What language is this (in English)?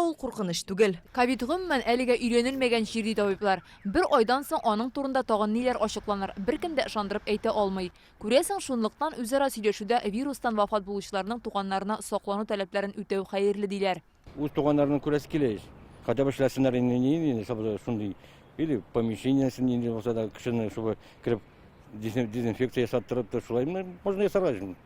Tatar